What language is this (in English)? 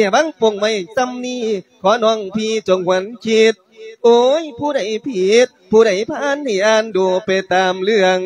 Lao